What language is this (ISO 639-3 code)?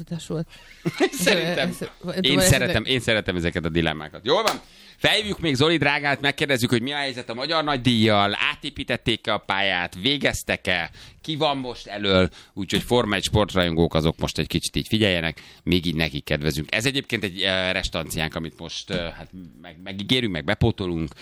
hun